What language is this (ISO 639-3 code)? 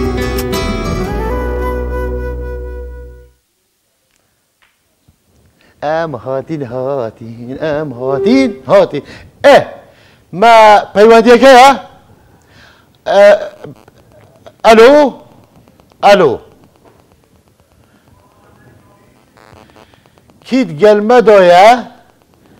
kur